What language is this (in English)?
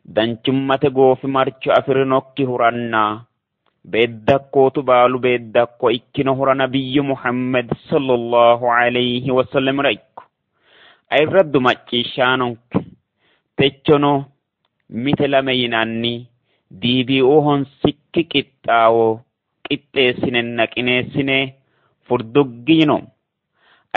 Sidamo